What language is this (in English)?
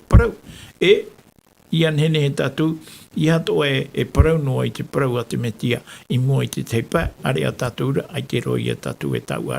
Tahitian